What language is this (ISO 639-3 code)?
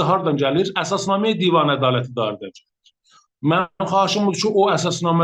azb